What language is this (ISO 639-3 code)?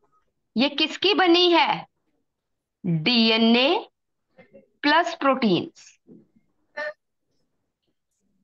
hin